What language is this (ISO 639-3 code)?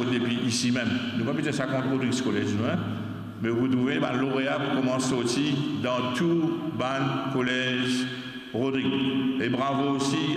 mfe